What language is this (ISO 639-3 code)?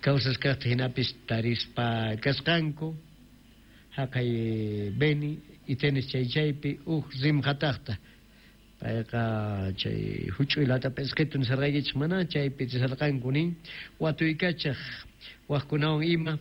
quh